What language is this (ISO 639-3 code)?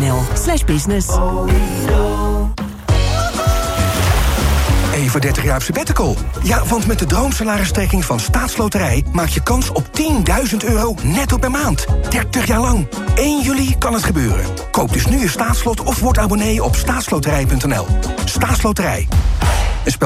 nld